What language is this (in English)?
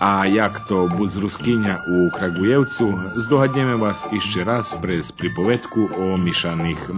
Rusyn